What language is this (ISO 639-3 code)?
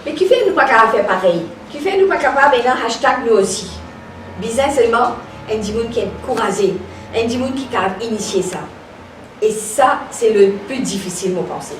mfe